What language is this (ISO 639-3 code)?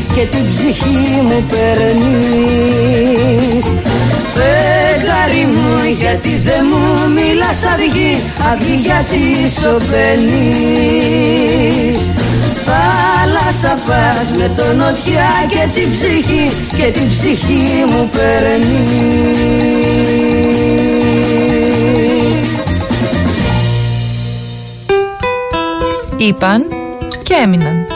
ell